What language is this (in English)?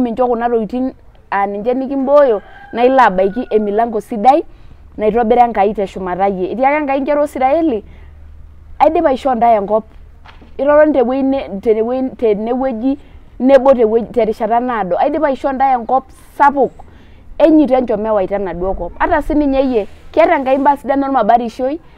Masai